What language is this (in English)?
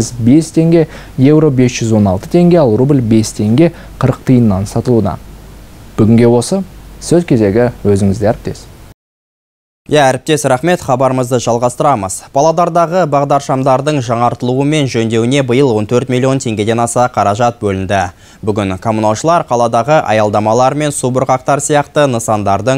Kazakh